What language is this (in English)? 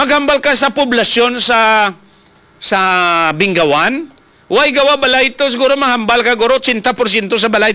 Hiligaynon